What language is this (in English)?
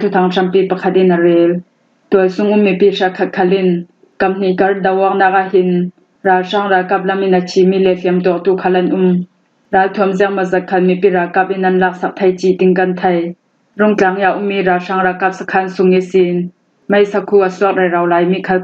Falam Chin